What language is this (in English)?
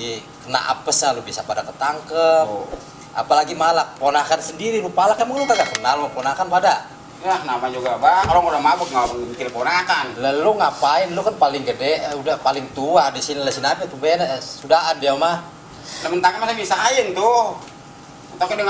Betawi